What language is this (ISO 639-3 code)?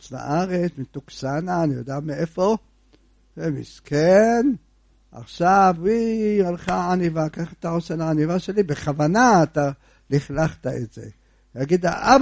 heb